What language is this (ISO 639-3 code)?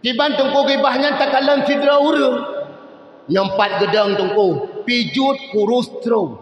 ace